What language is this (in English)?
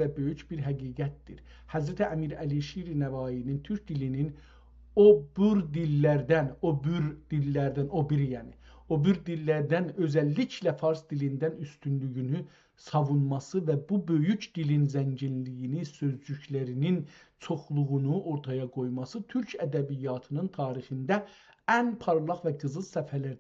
South Azerbaijani